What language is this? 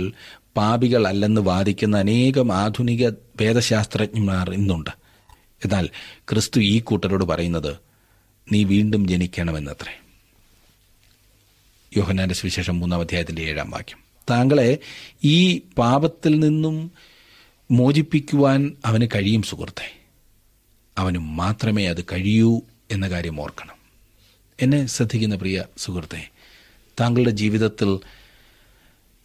Malayalam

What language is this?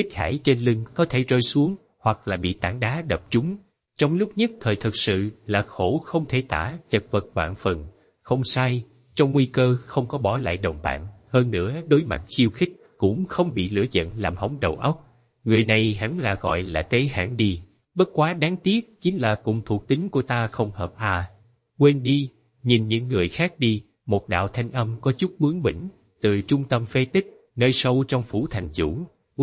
Vietnamese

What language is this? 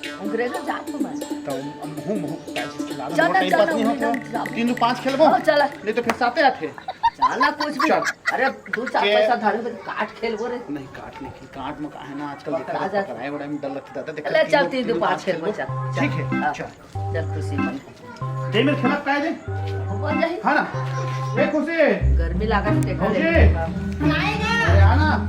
Chhattisgarhi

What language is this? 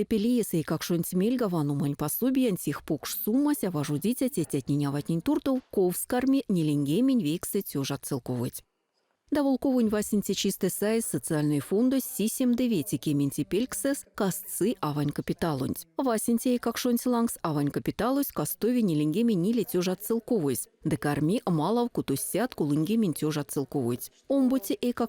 Erzya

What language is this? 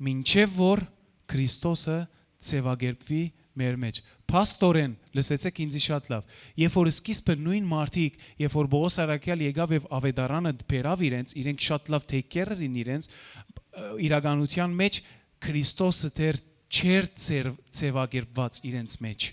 Western Armenian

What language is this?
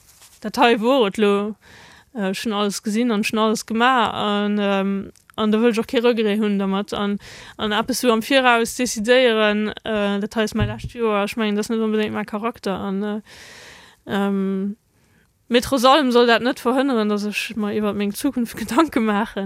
Luxembourgish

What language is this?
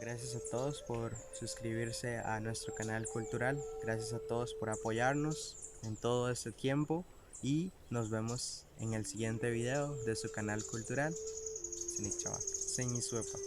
Bribri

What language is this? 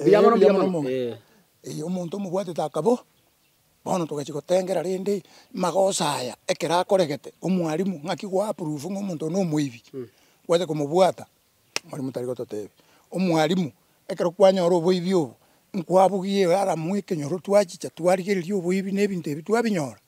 Gusii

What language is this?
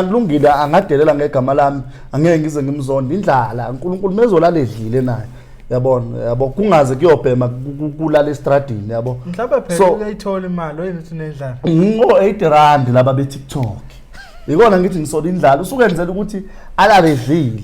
Zulu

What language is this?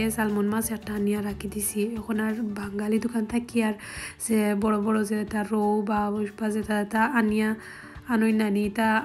Sylheti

